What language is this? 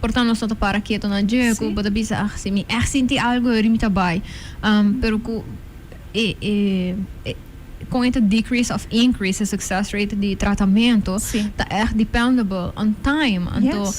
Papiamento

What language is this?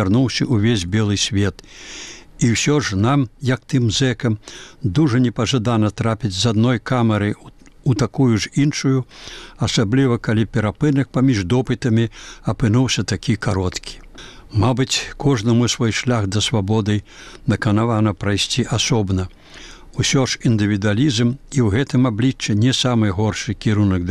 Belarusian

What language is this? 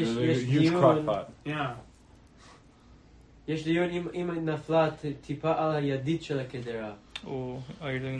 Hebrew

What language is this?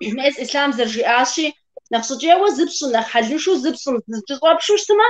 Kabardian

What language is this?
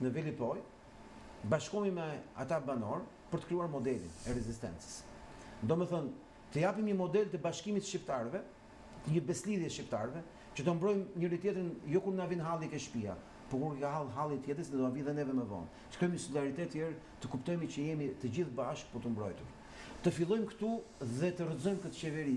Albanian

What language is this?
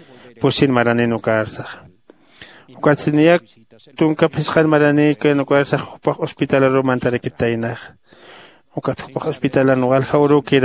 Aymara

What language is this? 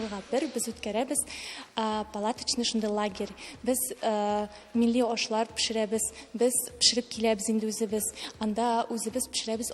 Tatar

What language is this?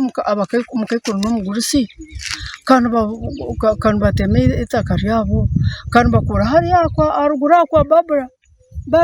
Nyankole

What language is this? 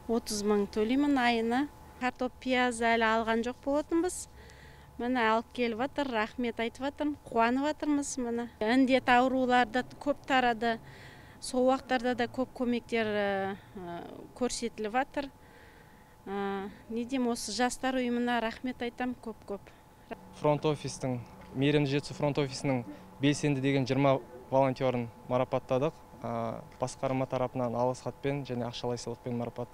Kazakh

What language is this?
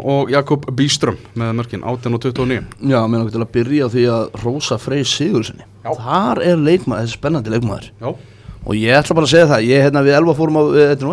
Icelandic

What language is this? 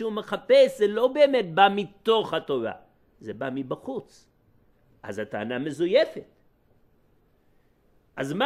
Hebrew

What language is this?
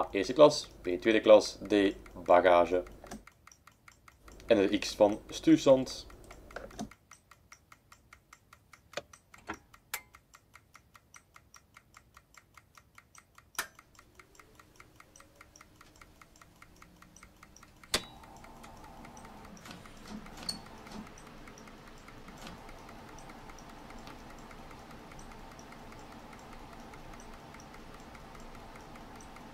Dutch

